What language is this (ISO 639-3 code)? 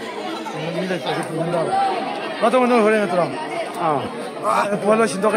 mni